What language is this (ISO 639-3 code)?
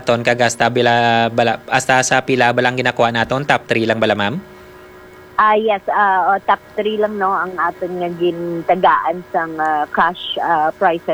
hil